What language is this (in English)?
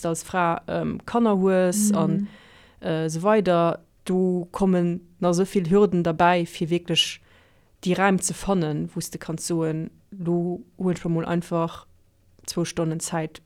Luxembourgish